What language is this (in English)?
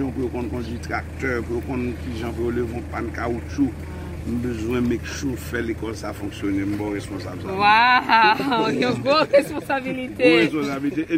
Haitian Creole